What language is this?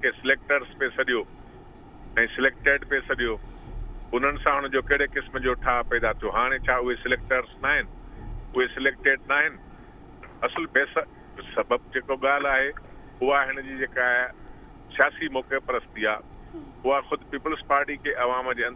Sindhi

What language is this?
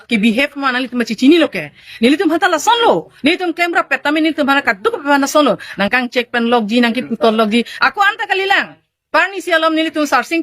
Karbi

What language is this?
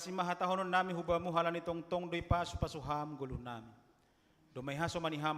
Batak Simalungun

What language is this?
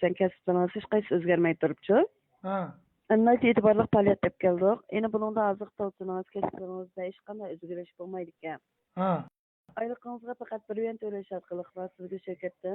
Uyghur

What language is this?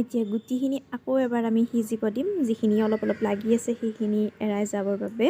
Assamese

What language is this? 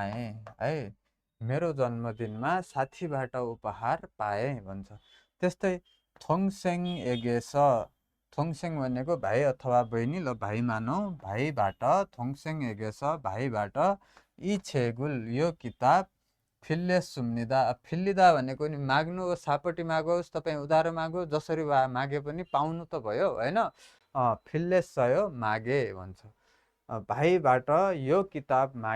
Nepali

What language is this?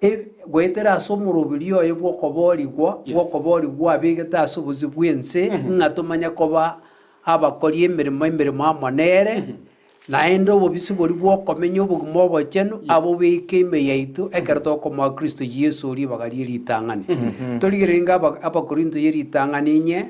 Gusii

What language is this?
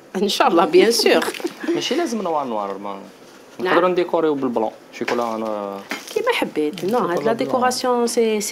Algerian Arabic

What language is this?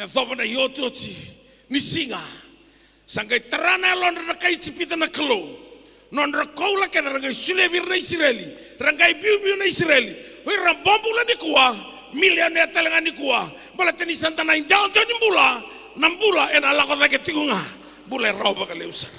Fijian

